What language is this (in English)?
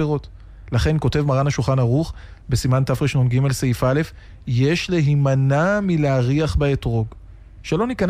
Hebrew